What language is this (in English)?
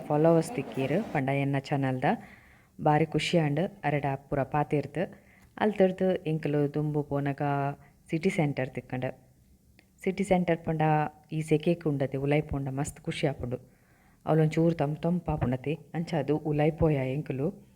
Tulu